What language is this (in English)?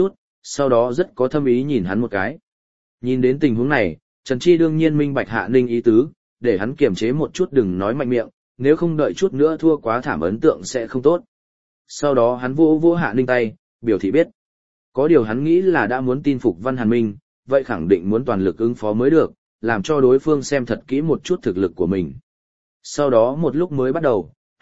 Vietnamese